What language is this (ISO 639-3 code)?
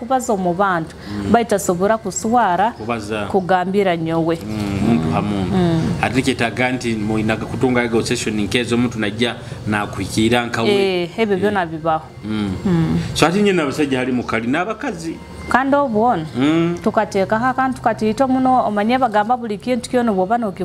nyo